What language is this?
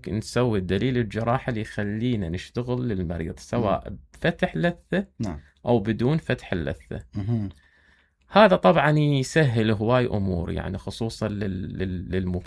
Mesopotamian Arabic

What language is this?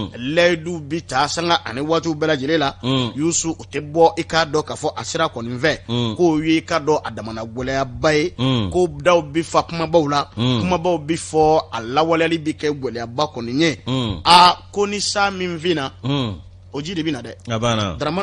Bambara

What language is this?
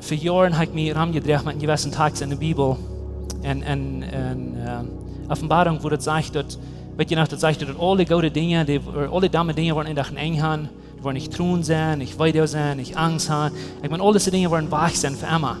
Plautdietsch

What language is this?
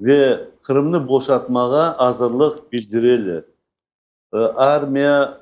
Crimean Tatar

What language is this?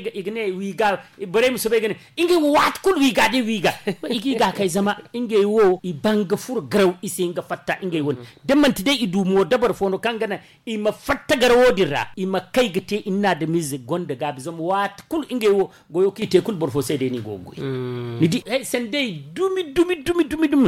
Zarma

